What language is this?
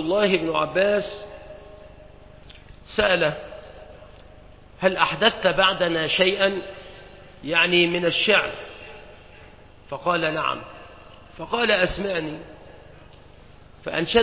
Arabic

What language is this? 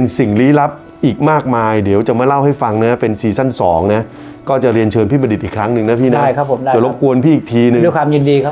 Thai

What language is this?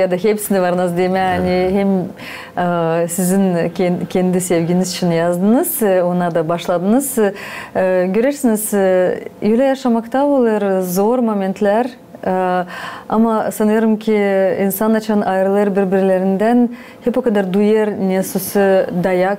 Gagauz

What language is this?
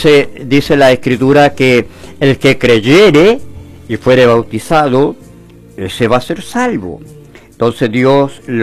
Spanish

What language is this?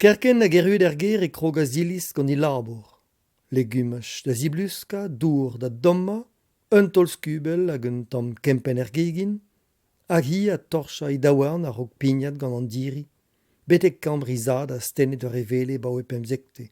Breton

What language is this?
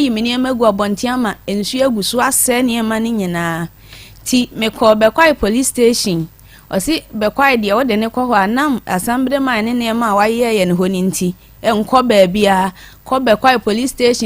Akan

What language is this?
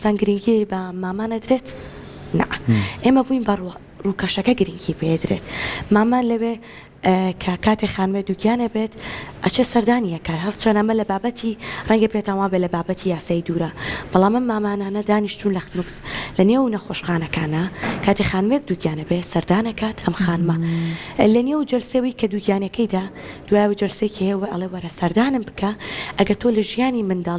Central Kurdish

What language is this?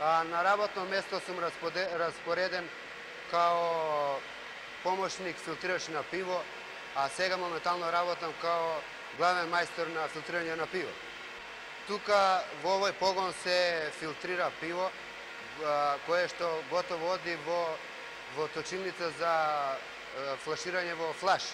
Macedonian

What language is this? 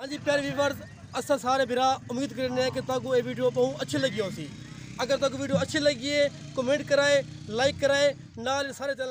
Saraiki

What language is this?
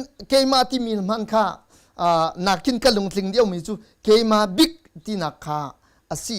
Hakha Chin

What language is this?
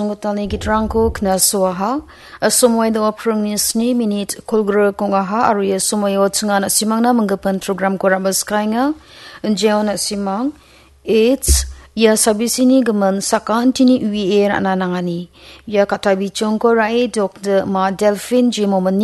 Garo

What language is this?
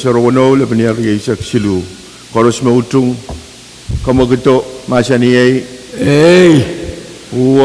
Pohnpeian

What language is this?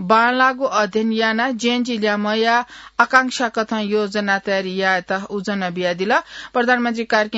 Newari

